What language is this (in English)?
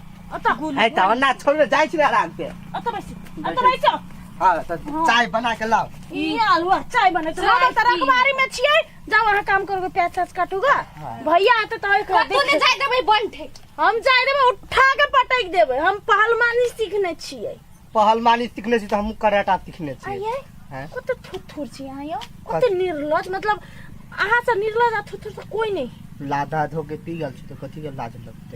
Maithili